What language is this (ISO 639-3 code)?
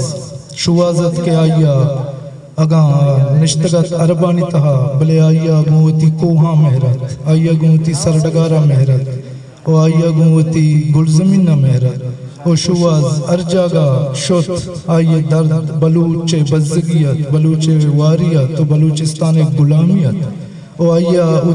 bgp